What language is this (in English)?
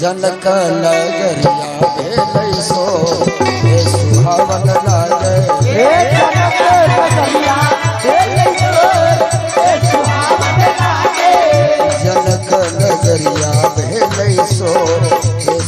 Maithili